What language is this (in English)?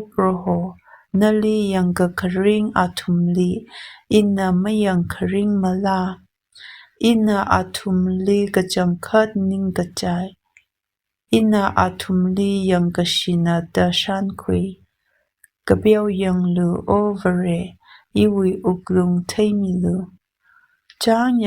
Tangkhul Naga (India)